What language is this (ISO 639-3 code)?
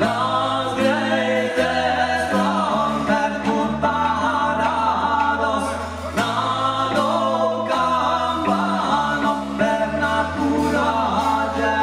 oci